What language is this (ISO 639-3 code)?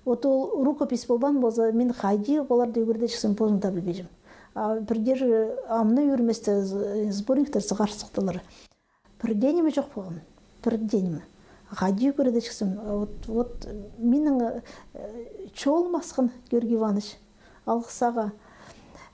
kjh